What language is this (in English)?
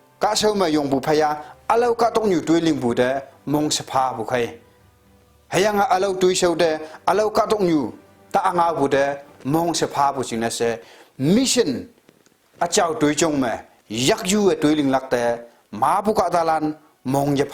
Konyak Naga